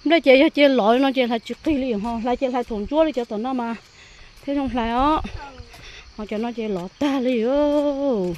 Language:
Hmong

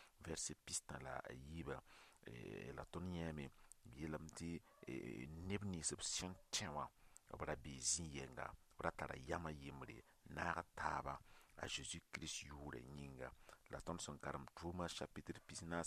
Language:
Mossi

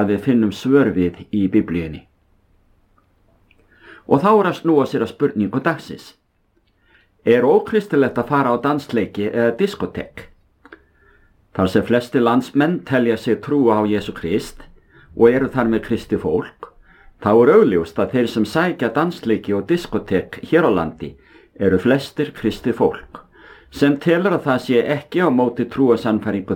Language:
Icelandic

